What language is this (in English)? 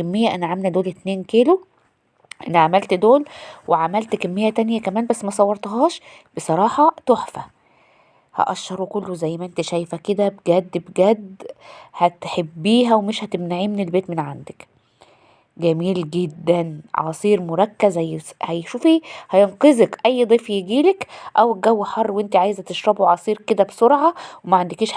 Egyptian Arabic